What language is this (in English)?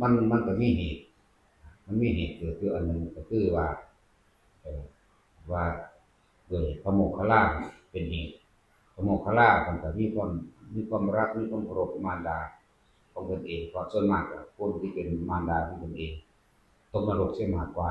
Northeastern Thai